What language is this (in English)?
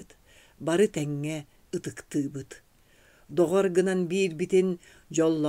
Yakut